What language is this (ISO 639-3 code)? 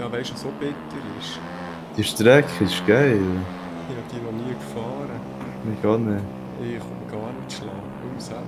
gsw